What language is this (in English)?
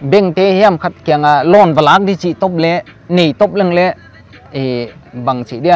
Paite Chin